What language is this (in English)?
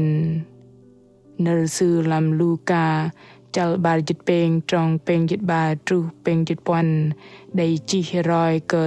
Bahnar